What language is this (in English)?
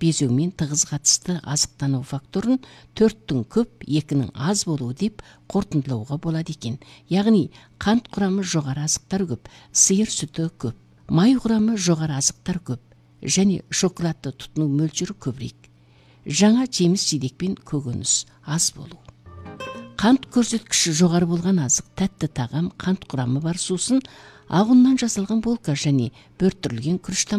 Kazakh